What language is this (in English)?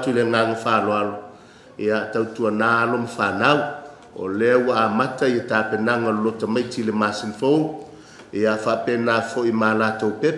Samoan